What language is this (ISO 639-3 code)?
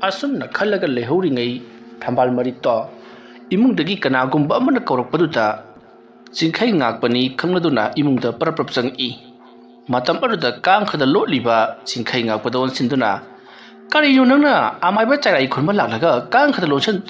mni